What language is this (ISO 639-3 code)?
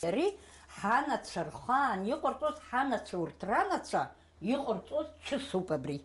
abk